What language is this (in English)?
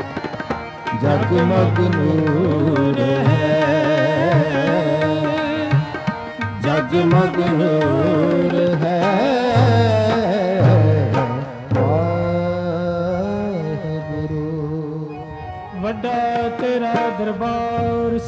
Punjabi